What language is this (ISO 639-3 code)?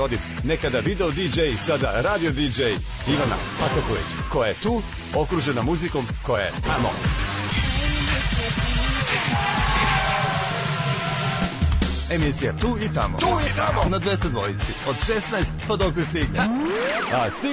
srp